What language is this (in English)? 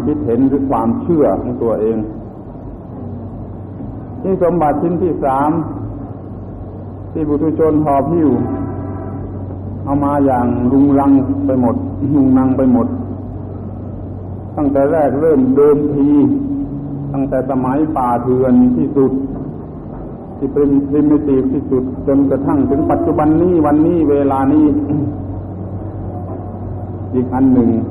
Thai